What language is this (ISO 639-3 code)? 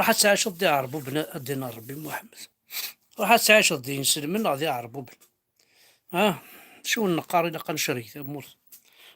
kab